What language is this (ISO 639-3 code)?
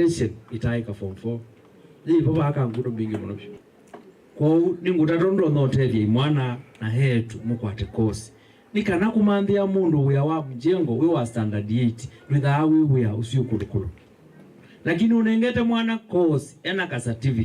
kam